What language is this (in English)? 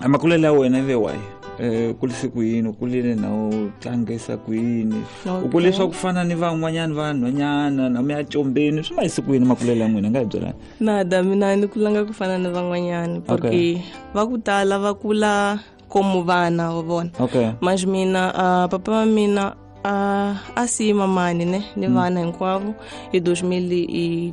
Tsonga